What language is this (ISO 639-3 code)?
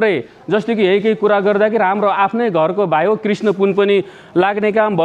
nep